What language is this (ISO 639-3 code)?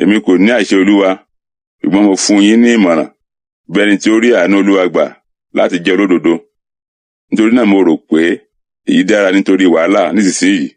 yor